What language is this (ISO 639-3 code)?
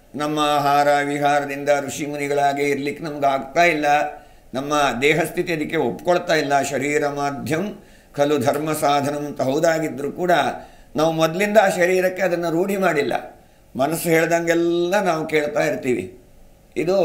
kan